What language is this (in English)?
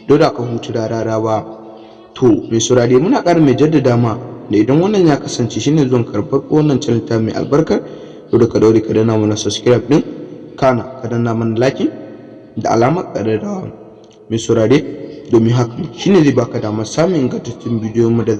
Hausa